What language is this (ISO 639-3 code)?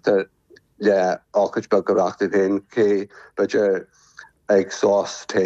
gle